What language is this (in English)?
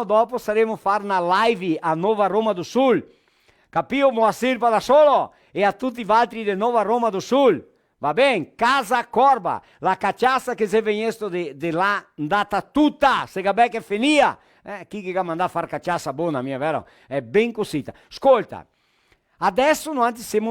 Venetian